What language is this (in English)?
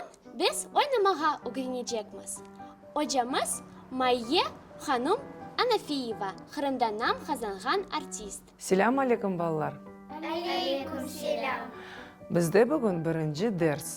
Crimean Tatar